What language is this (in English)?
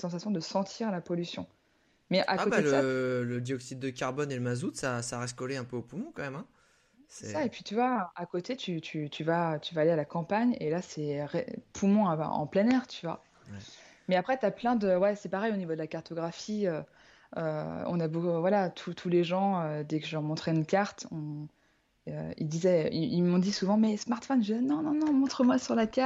French